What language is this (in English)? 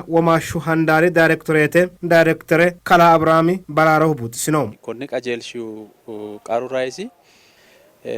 Sidamo